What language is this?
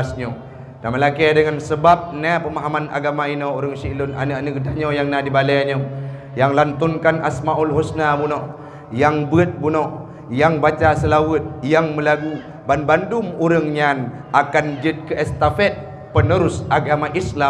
Achinese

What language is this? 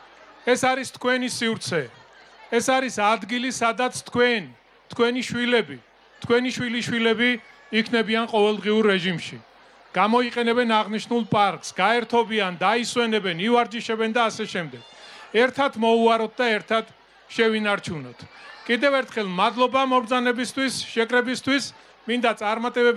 Georgian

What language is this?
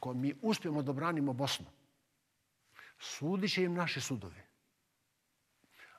Bosnian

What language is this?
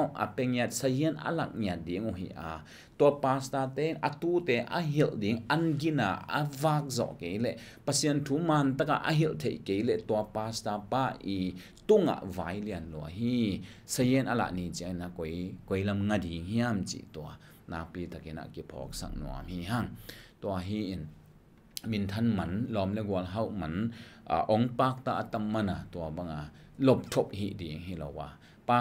Tedim Chin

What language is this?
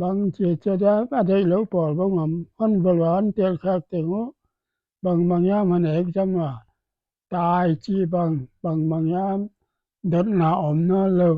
Paite Chin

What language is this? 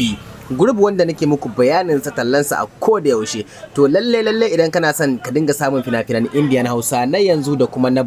Hausa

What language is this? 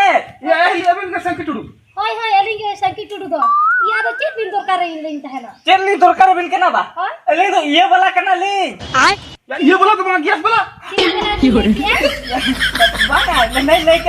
Santali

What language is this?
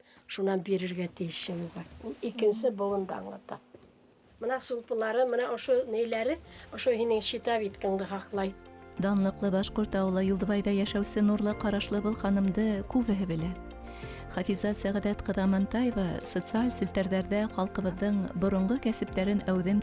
Bashkir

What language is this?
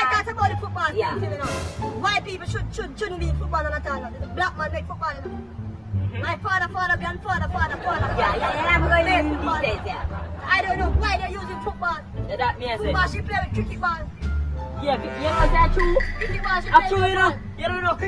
Jamaican Creole English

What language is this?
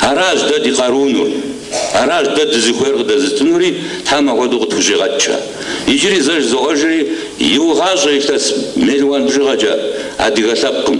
Kabardian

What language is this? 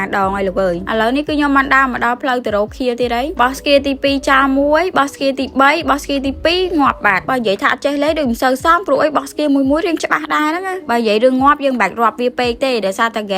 Khmer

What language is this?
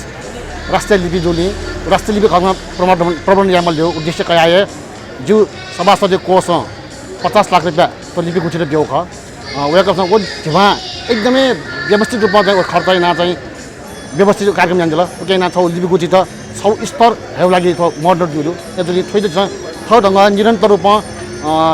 Newari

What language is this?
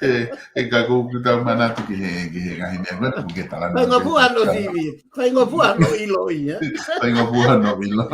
Tongan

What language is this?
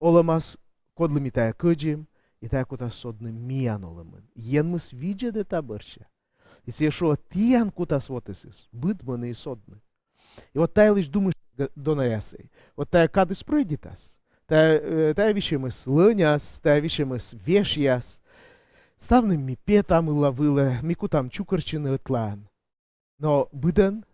Komi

